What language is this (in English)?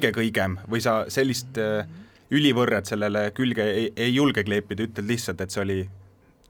Estonian